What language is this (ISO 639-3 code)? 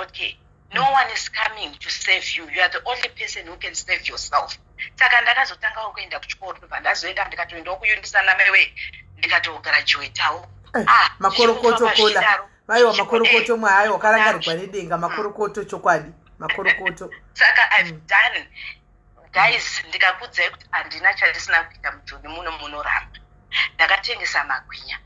sna